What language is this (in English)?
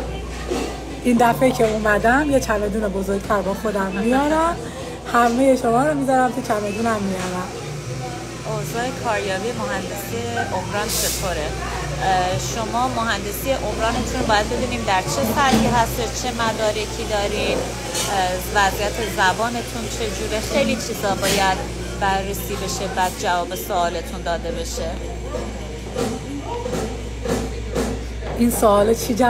Persian